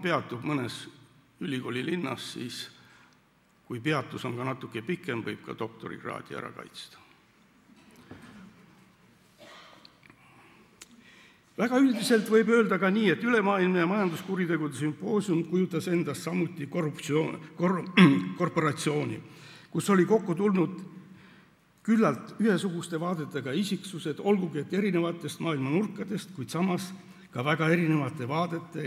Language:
Estonian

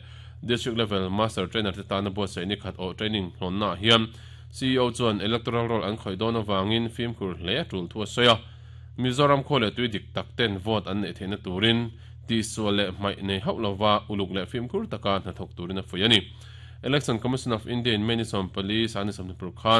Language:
Mizo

